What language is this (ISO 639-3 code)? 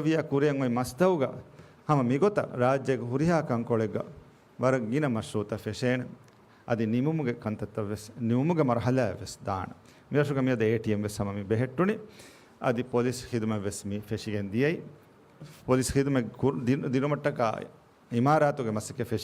div